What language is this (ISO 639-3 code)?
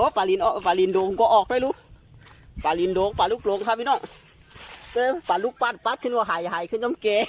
shn